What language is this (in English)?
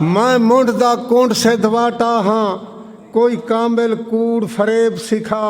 Saraiki